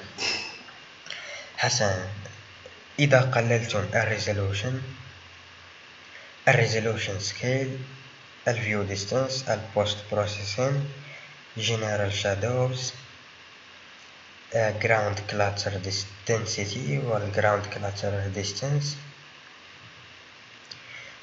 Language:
Arabic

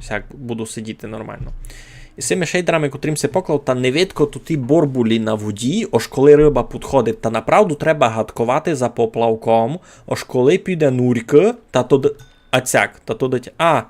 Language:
Rusyn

